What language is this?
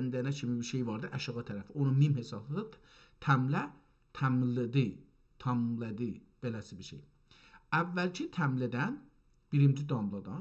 South Azerbaijani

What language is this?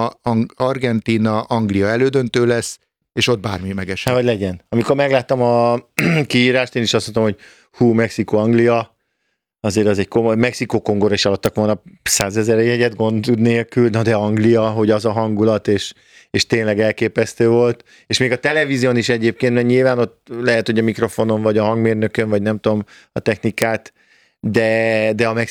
Hungarian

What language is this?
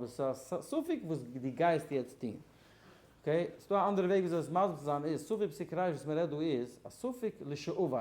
Yiddish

